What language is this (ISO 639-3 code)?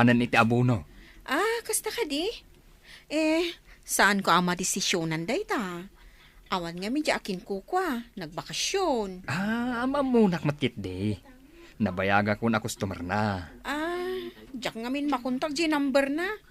ilo